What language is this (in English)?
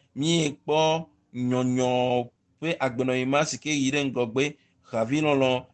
Ewe